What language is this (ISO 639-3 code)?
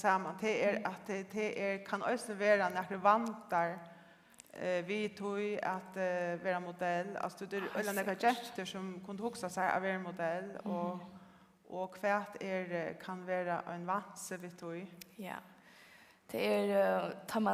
fao